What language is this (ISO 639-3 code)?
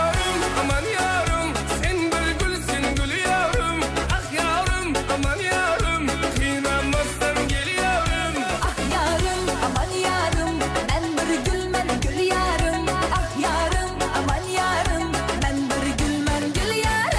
kaa